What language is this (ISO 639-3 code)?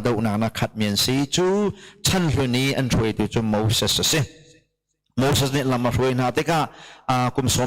cnh